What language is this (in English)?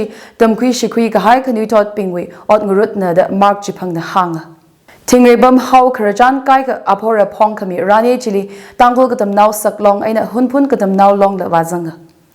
Tangkhul Naga (India)